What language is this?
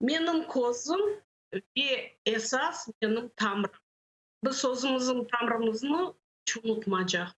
Crimean Tatar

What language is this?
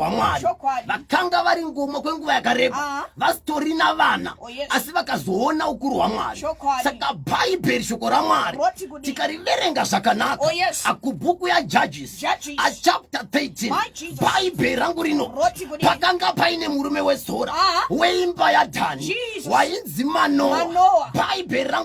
Shona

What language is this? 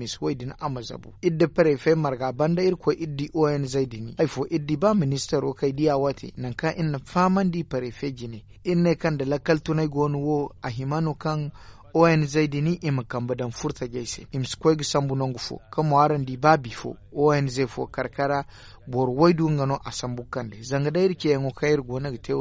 Zarma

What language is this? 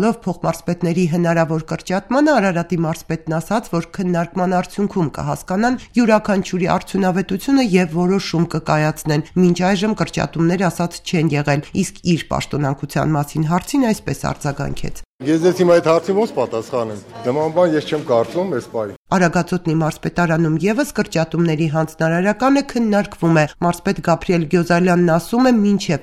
Armenian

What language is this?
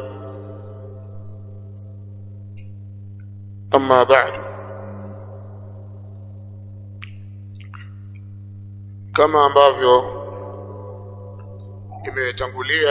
Swahili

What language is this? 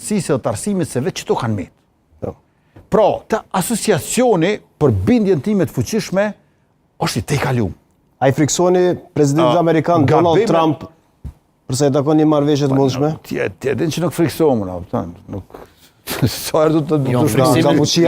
Albanian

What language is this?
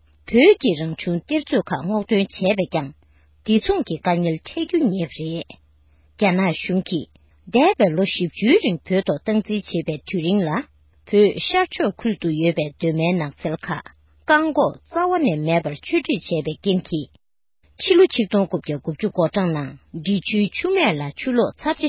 Tibetan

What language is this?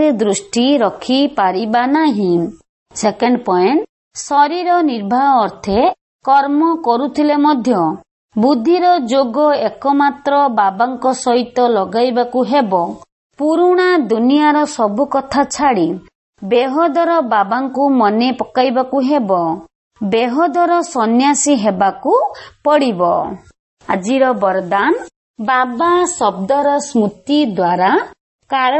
Odia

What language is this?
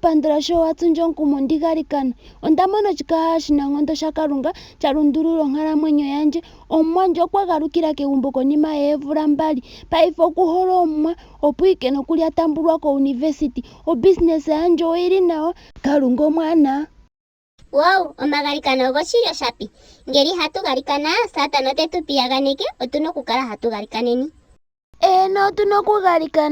Ndonga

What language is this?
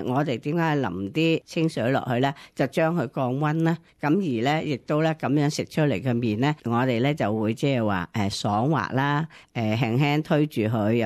Cantonese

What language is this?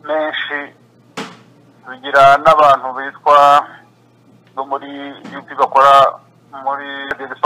Kinyarwanda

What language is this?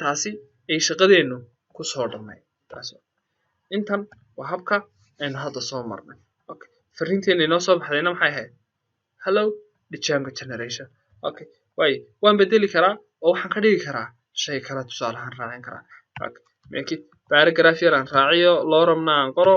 Somali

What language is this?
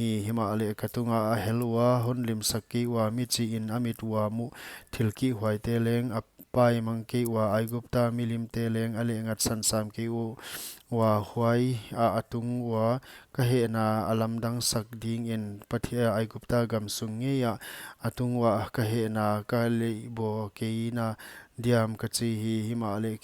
Paite Chin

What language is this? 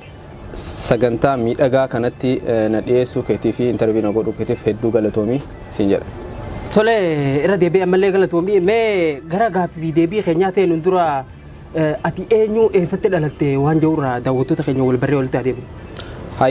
Oromo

